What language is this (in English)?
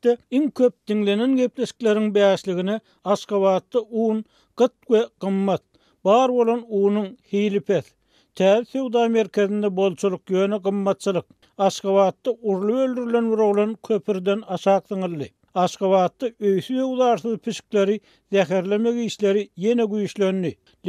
Turkmen